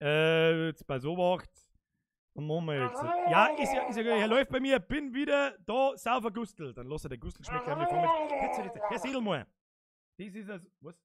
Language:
Bavarian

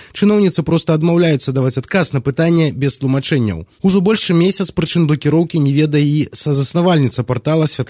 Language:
Belarusian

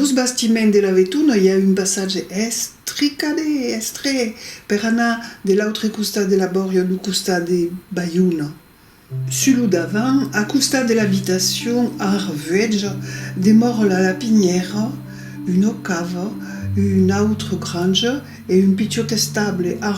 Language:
Occitan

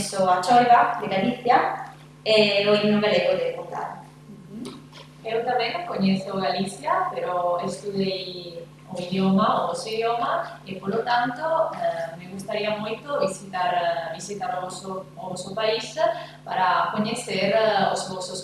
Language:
Galician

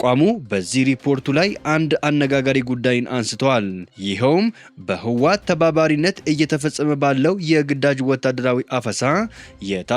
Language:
Amharic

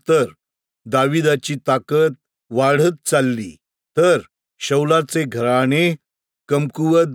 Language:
Marathi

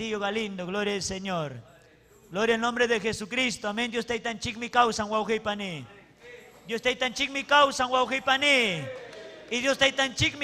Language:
Ayacucho Quechua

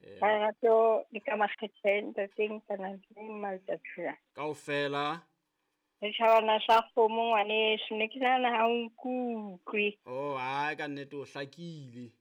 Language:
Southern Sotho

